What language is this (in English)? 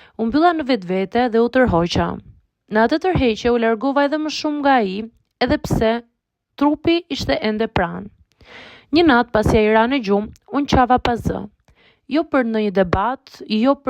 Albanian